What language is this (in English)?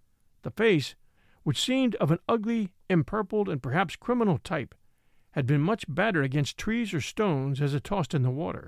English